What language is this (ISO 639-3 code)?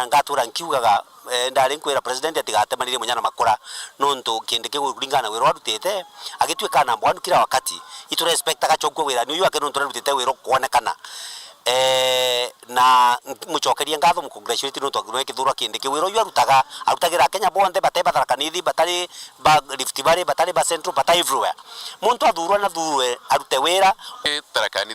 mer